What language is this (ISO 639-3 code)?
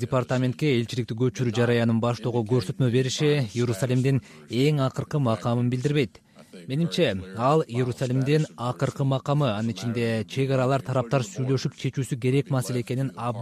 kir